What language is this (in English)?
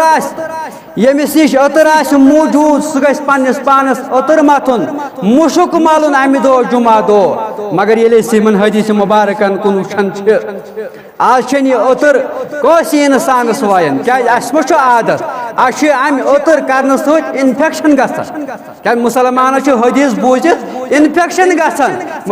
Kashmiri